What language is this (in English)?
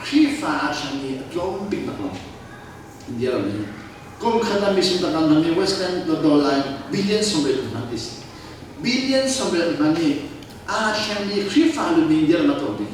Hakha Chin